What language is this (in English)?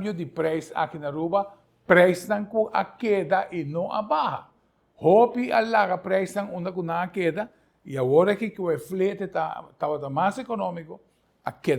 Papiamento